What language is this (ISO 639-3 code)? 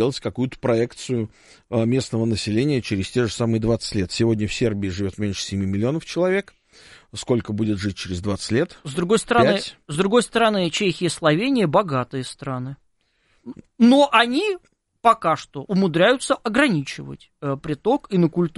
rus